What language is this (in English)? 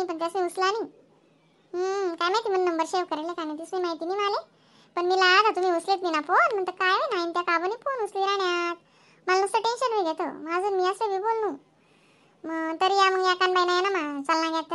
Khandesi